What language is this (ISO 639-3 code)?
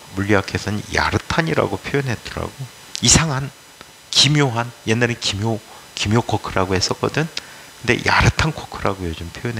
kor